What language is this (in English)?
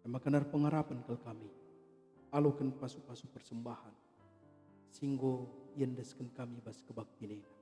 Batak Karo